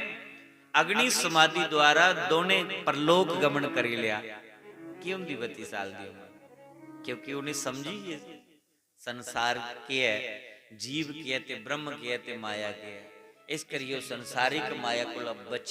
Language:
Dogri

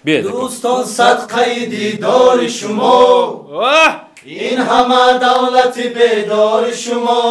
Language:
Tajik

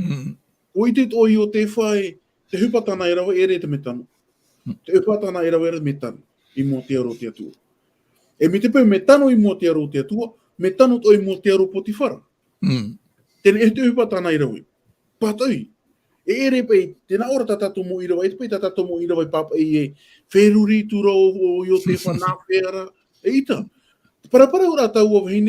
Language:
Tahitian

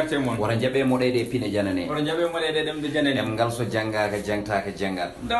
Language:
Fula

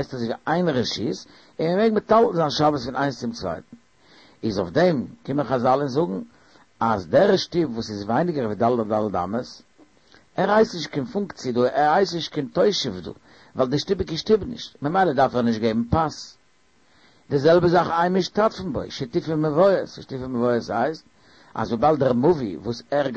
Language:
Yiddish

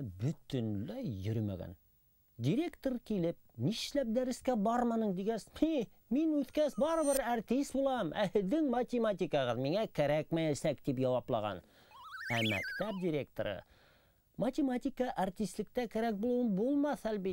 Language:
Bashkir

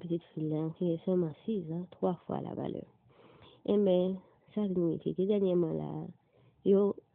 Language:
Haitian Creole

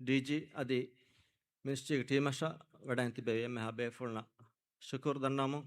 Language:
Divehi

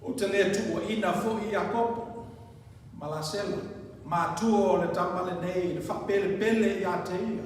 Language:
Samoan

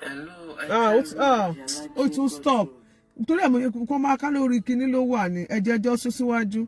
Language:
Yoruba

